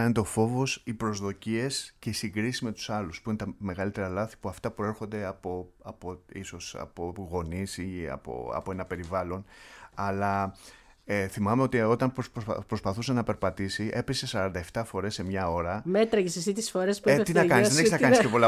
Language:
Greek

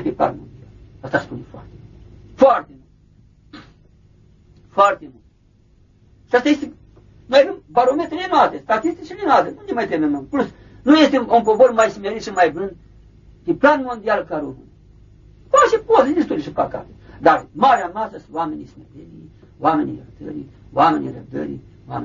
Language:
Romanian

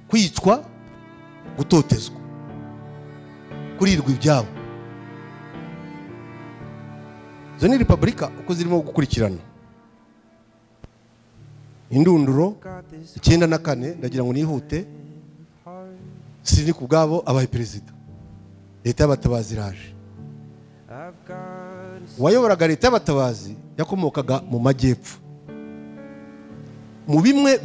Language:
Kinyarwanda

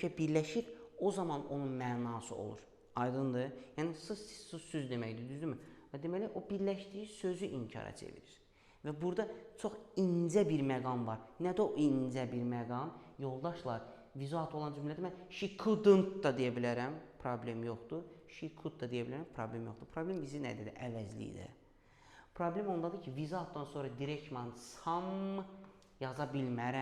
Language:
Azerbaijani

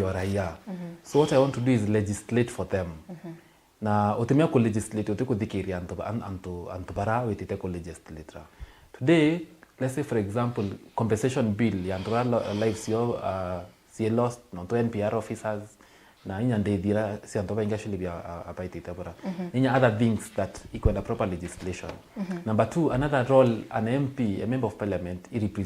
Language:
Meru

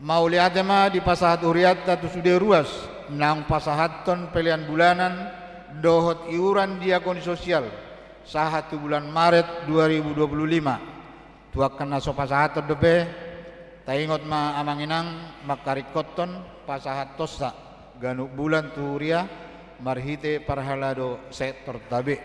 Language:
Batak Toba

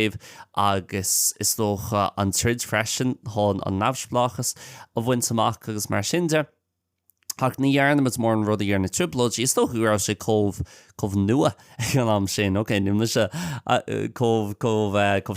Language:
Irish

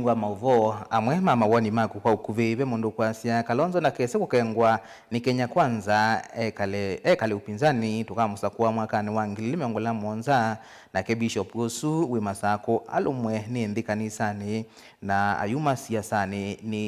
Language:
Kamba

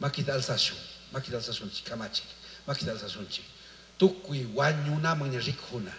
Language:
Chimborazo Highland Quichua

